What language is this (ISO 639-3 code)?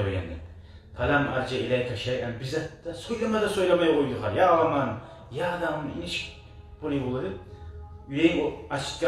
kum